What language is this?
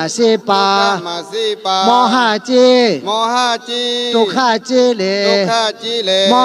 Shan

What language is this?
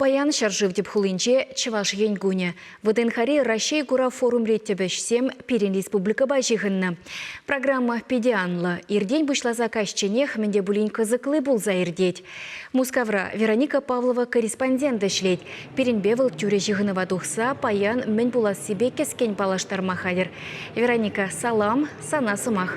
Chuvash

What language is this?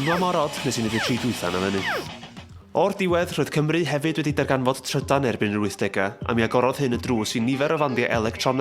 Welsh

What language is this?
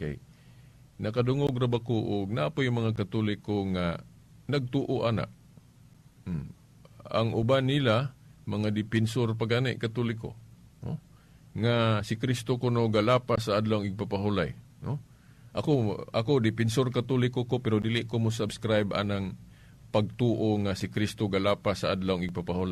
Cebuano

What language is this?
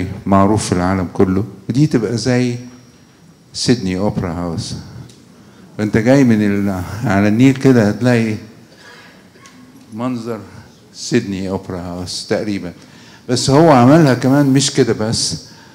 Egyptian Arabic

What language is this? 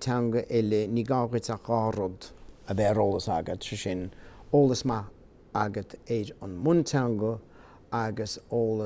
Irish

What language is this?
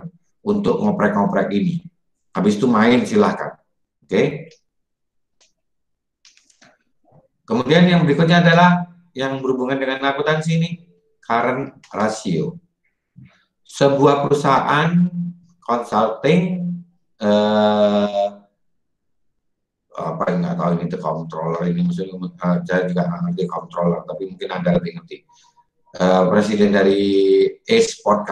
Indonesian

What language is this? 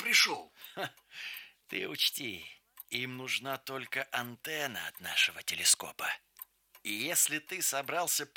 Russian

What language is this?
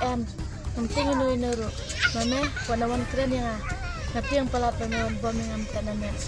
Khasi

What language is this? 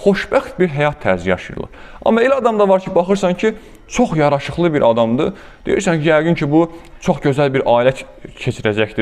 Azerbaijani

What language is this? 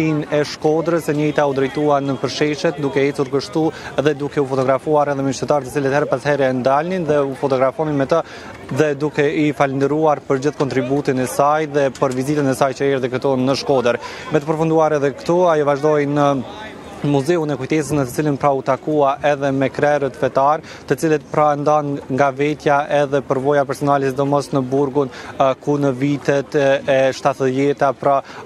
Albanian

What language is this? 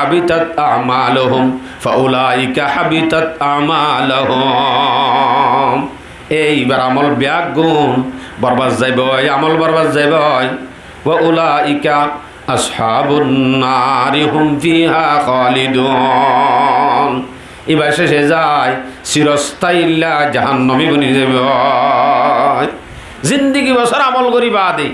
Rohingya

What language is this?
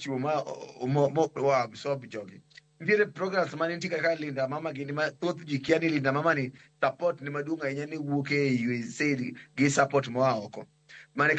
Luo (Kenya and Tanzania)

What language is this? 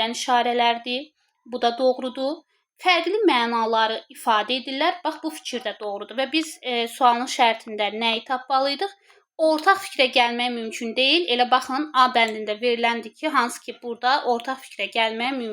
Azerbaijani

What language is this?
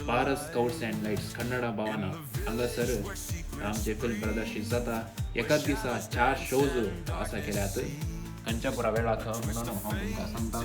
Konkani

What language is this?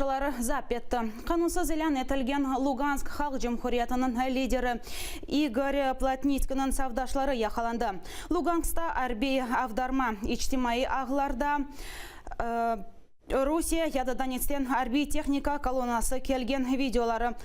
Crimean Tatar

